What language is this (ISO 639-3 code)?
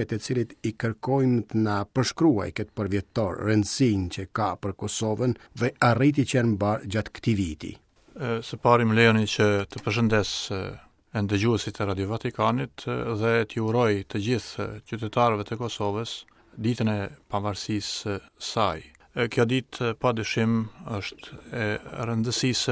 sqi